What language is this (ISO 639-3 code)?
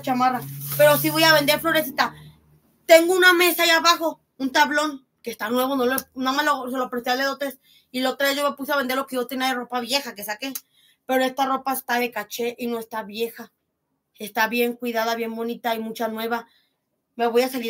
spa